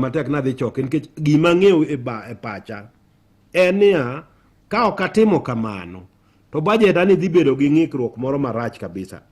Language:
Luo (Kenya and Tanzania)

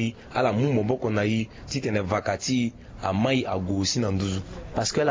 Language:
Sango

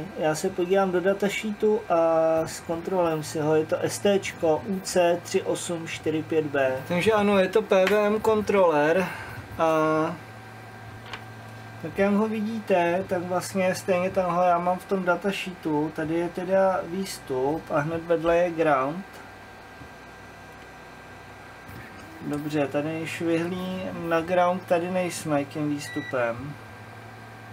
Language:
Czech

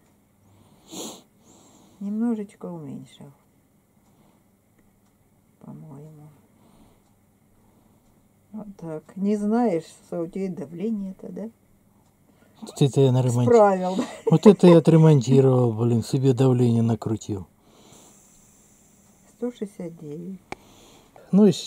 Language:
Russian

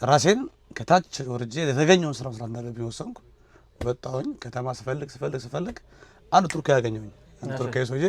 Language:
Amharic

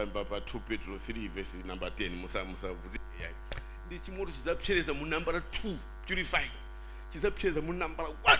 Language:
Nyanja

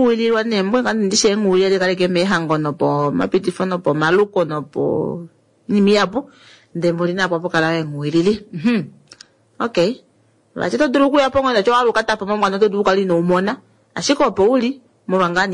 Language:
Kuanyama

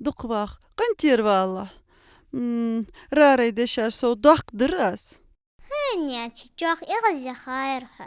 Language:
Ingush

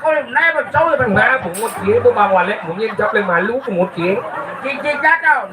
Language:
Balinese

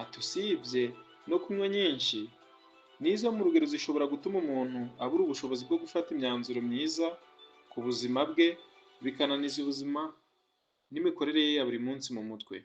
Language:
Kinyarwanda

